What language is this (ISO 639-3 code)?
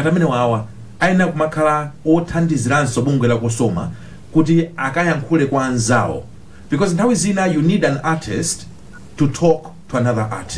nya